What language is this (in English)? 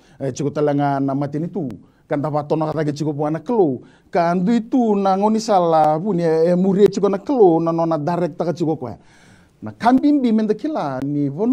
Fijian